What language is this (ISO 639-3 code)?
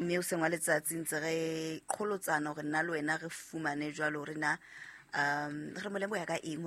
sot